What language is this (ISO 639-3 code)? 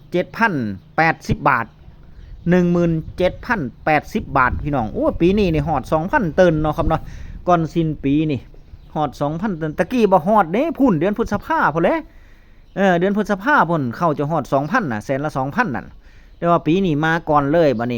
tts